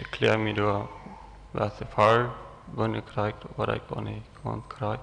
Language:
Plautdietsch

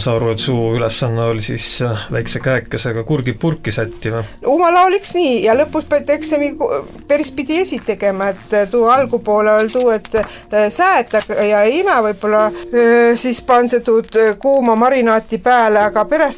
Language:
Estonian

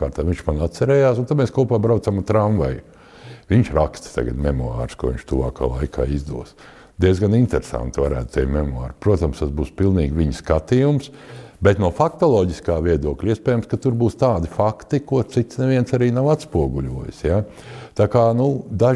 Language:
Latvian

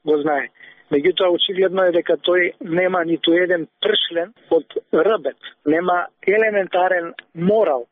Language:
Macedonian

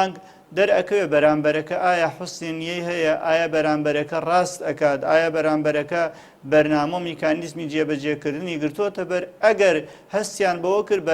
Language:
Central Kurdish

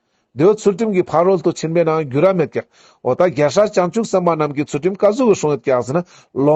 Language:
Ladakhi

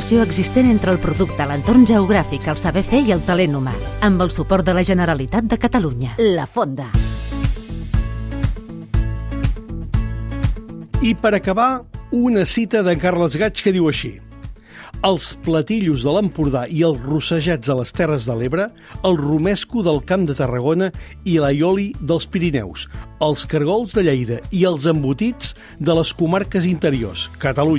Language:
Catalan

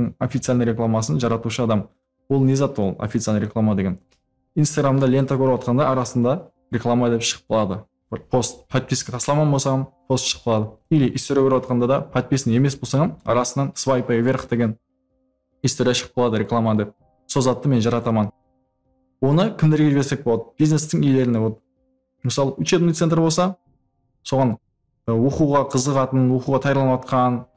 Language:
Kara-Kalpak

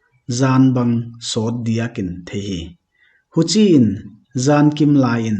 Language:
Paite Chin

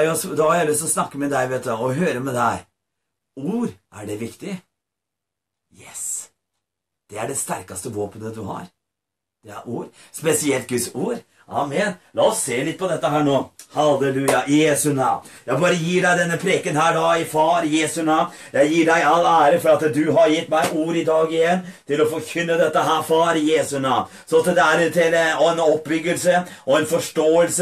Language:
Norwegian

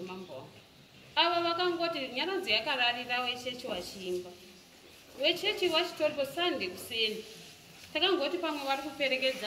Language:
Shona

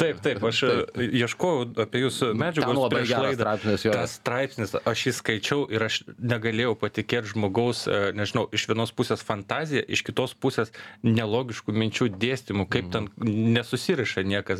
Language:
Lithuanian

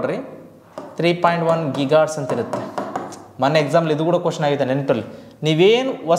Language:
Kannada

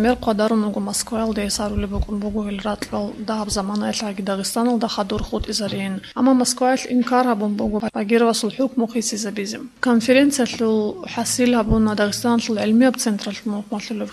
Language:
Avaric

